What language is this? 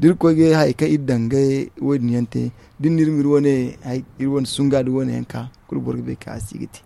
Zarma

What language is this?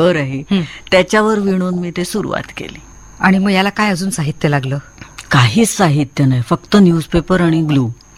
Marathi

